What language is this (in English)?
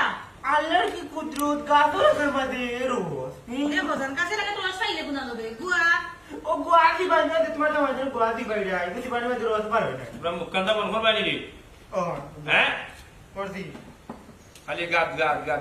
Sylheti